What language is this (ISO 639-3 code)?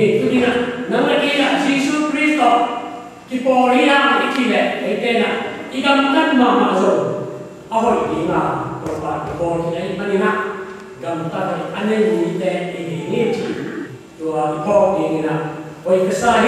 ctd